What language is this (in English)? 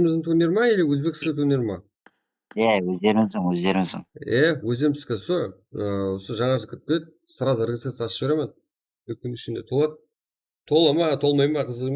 Kara-Kalpak